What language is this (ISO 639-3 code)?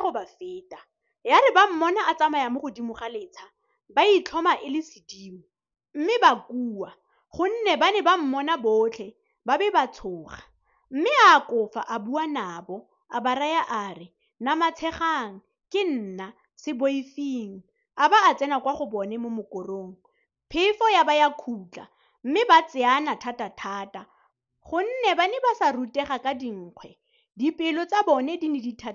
tsn